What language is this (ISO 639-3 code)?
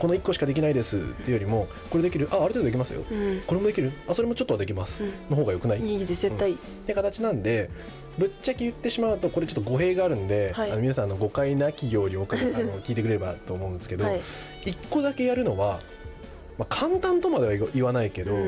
jpn